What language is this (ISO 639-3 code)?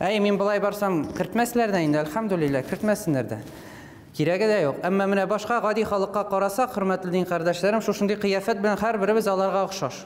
tat